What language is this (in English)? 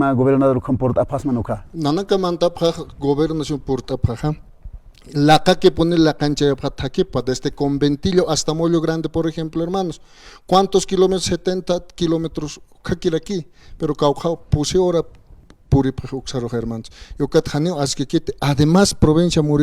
Aymara